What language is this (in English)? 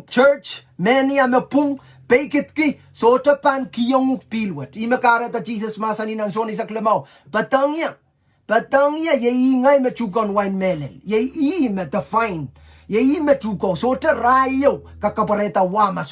Pohnpeian